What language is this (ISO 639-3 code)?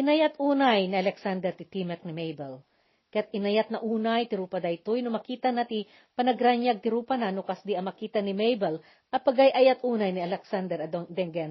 ilo